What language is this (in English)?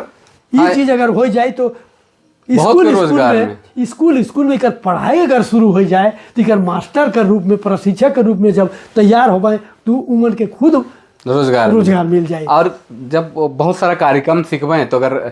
Sadri